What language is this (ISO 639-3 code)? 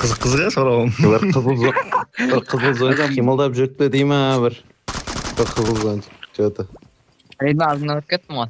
kaa